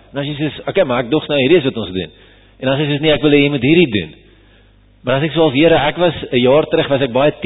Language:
Afrikaans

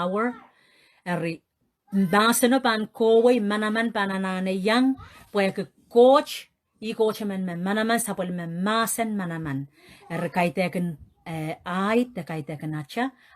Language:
Pohnpeian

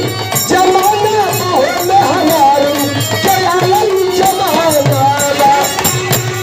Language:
Bhojpuri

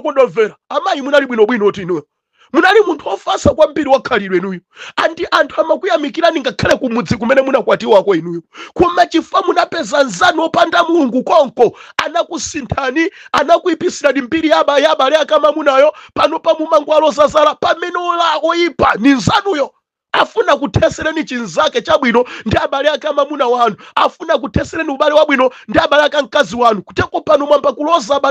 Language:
Nyanja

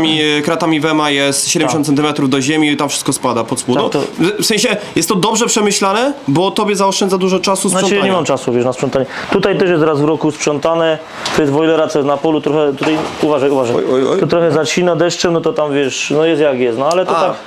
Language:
Polish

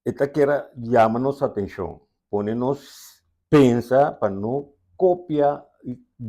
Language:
Papiamento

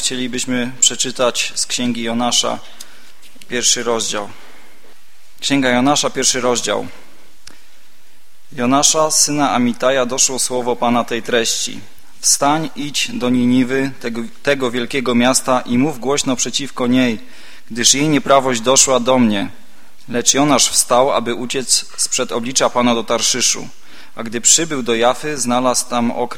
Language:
Polish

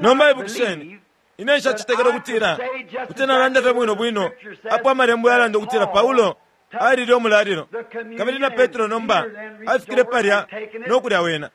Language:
Bemba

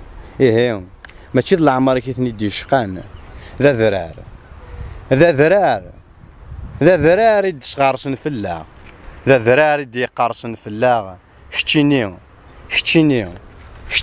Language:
Kabyle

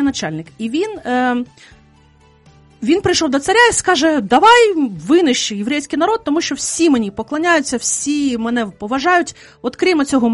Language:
Ukrainian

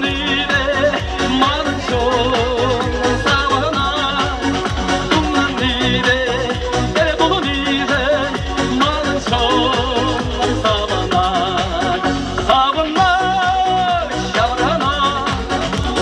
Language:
Chuvash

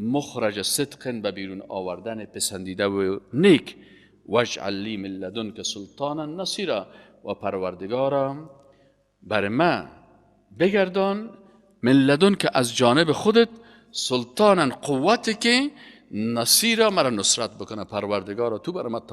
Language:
Persian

